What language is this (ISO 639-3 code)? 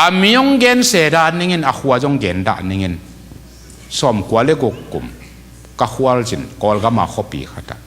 ctd